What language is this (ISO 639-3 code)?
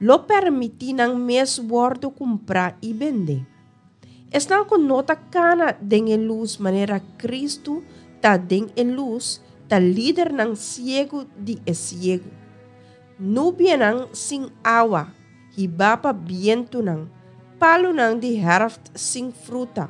pap